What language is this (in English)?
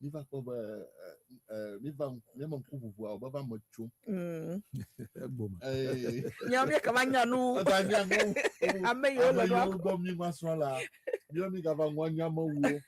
Ewe